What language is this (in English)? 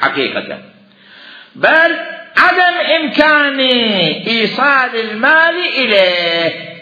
Mesopotamian Arabic